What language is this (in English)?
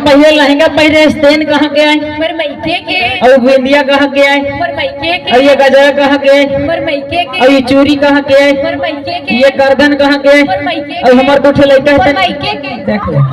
Chhattisgarhi